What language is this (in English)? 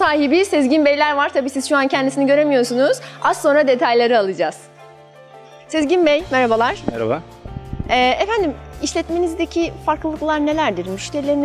Turkish